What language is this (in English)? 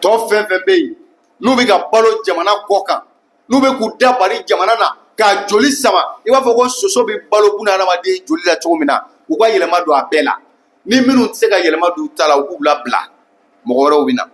Bambara